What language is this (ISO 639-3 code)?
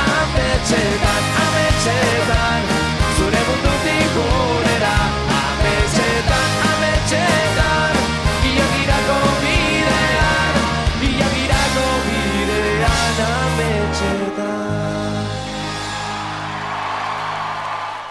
eus